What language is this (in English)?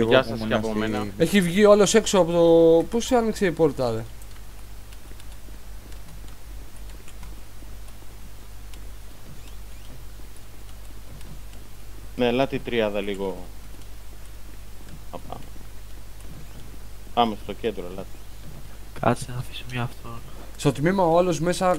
Greek